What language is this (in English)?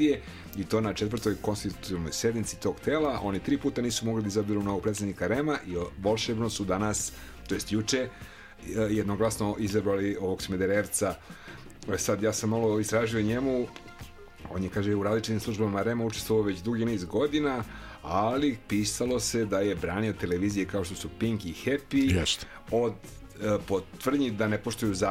Serbian